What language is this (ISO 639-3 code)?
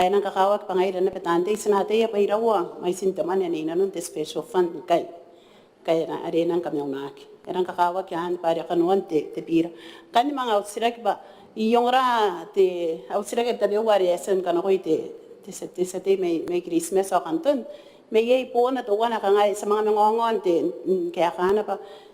gil